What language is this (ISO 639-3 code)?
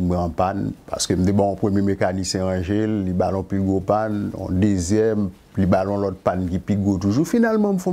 hat